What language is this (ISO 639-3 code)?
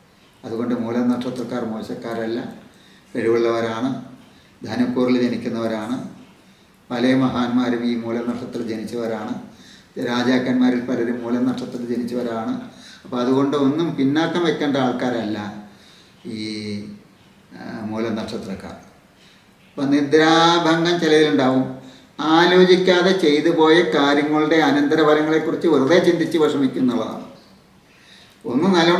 mal